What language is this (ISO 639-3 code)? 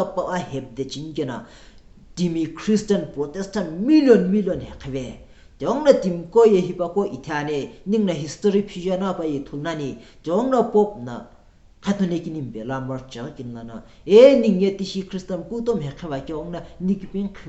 nsm